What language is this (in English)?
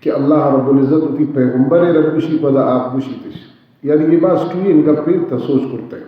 Baluchi